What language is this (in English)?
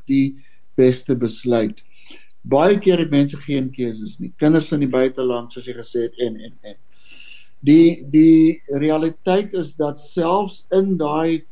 Afrikaans